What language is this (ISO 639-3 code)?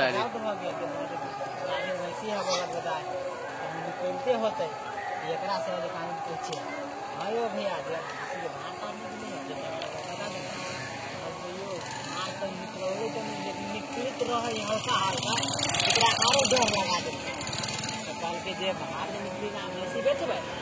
mai